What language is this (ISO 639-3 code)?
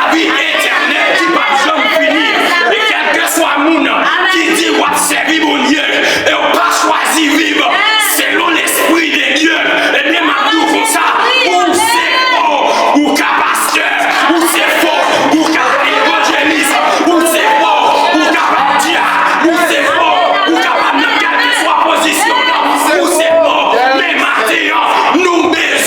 hat